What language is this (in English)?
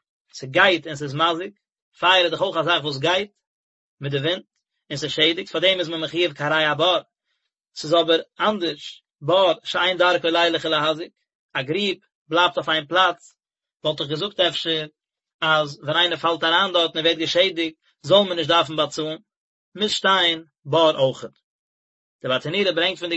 Yiddish